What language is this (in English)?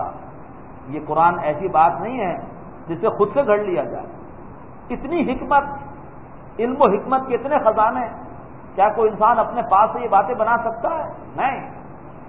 Urdu